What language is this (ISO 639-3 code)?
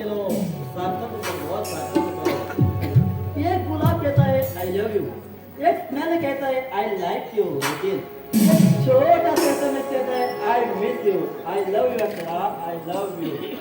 kok